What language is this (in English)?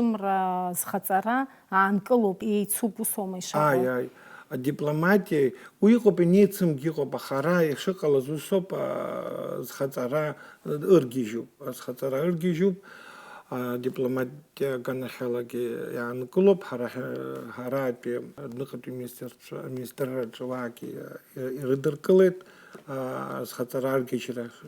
Abkhazian